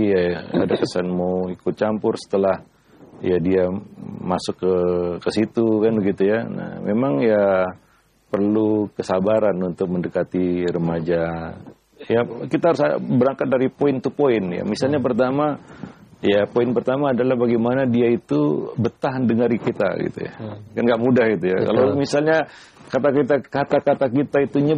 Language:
Indonesian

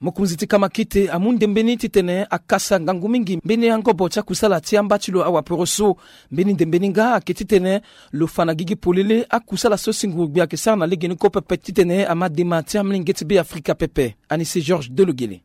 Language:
Sango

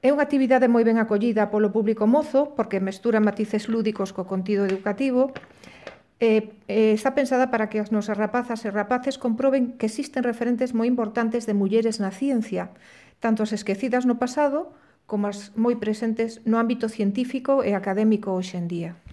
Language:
Galician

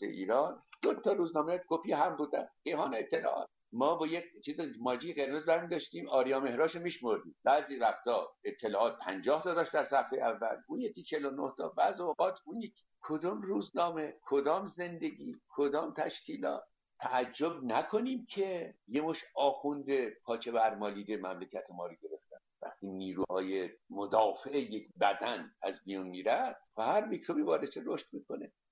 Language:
Persian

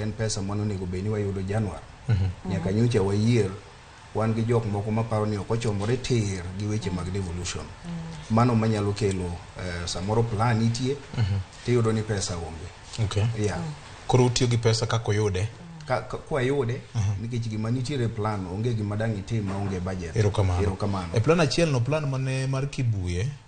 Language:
Luo (Kenya and Tanzania)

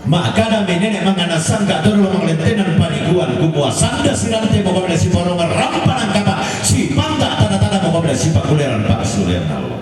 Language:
Toraja-Sa'dan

